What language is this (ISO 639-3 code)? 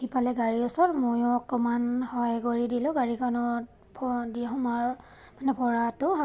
asm